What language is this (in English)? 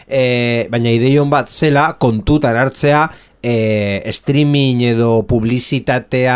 Basque